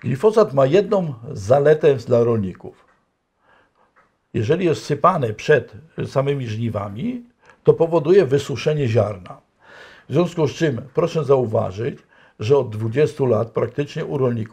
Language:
Polish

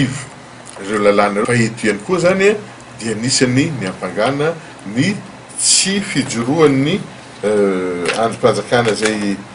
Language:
Malagasy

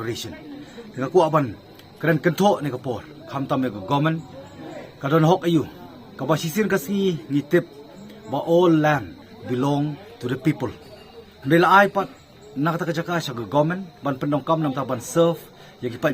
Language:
Khasi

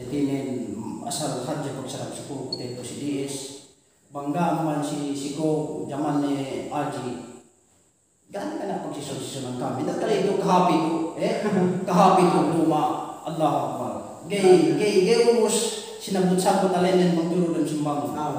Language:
Yakan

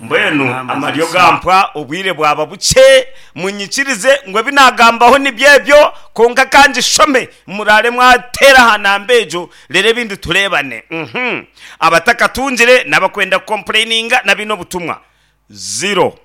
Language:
Nyankole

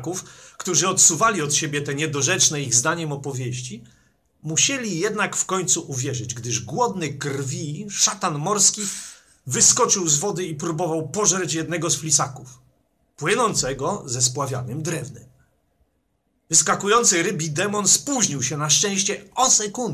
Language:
Polish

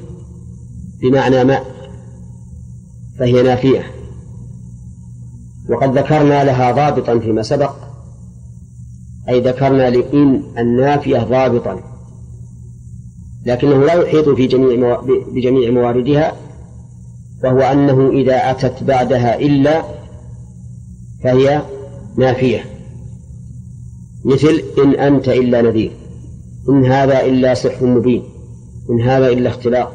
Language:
Arabic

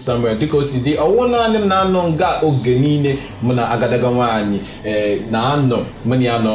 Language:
Igbo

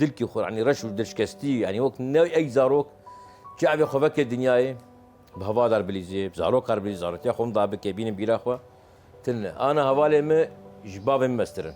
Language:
Kurdish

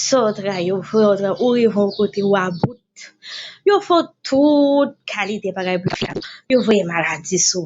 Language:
Haitian Creole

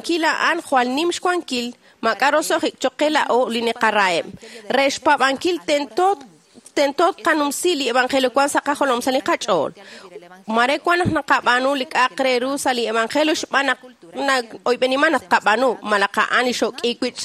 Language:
Kekchí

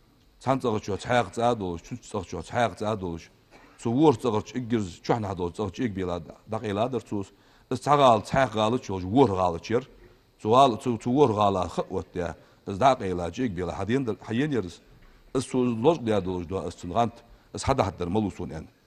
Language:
Ingush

